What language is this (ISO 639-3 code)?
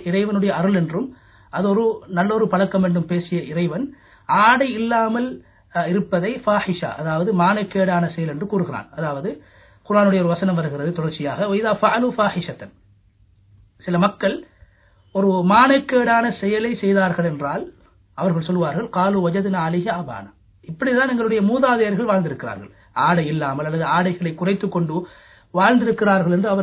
tam